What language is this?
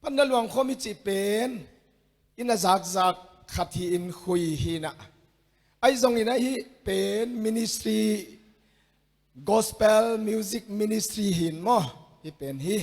Tedim Chin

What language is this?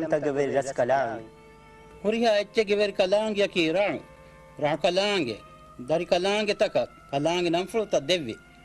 Divehi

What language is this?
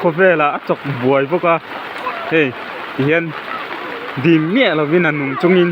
Mizo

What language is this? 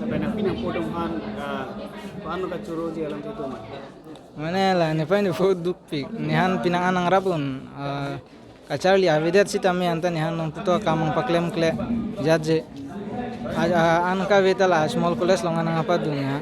Karbi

